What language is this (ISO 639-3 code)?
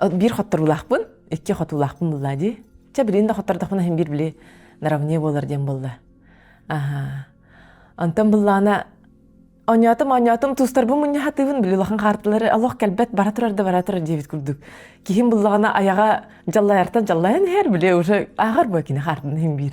sah